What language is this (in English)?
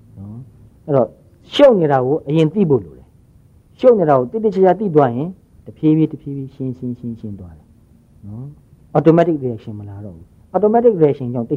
Burmese